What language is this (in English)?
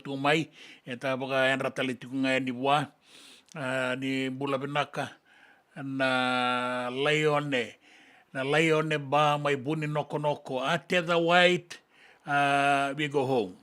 Fijian